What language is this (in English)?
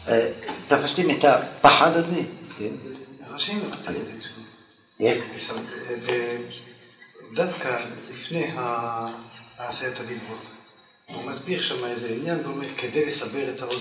Hebrew